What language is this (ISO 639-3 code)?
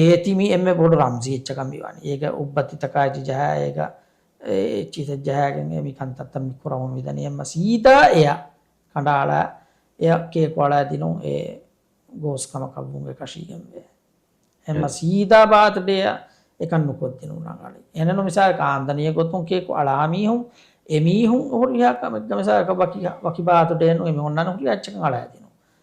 div